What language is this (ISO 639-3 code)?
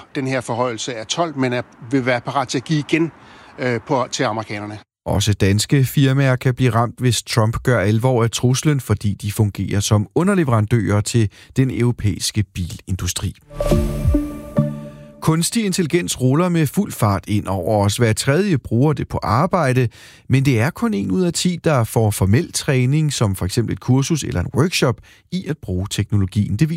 dan